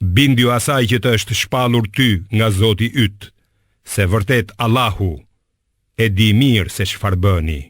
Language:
Albanian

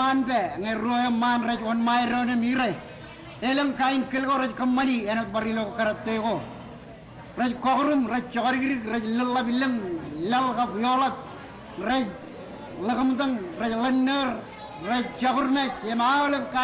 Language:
Marshallese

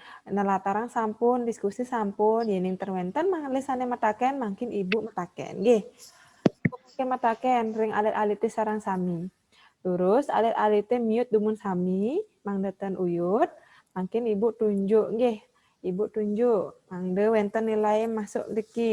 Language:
Balinese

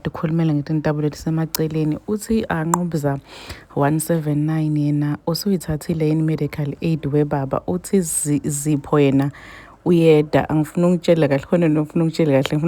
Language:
Zulu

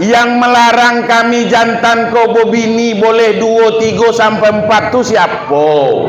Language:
Minangkabau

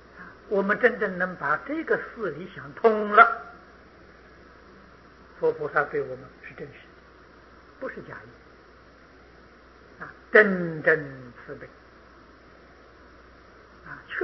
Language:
Chinese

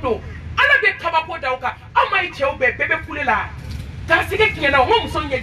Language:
Bambara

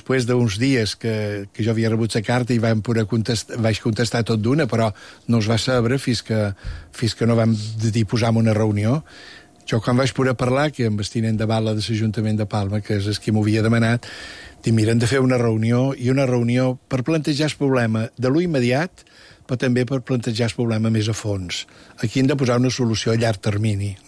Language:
Catalan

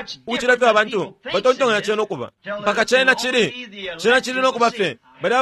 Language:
Bemba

